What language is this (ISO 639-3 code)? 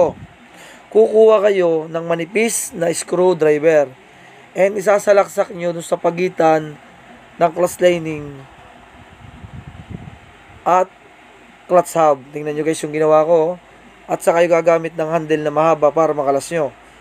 fil